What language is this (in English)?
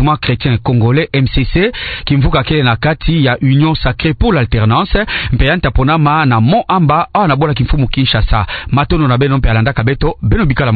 Kituba (Democratic Republic of Congo)